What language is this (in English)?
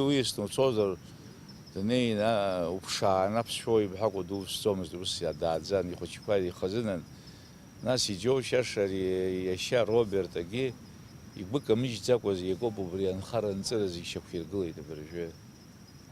Abkhazian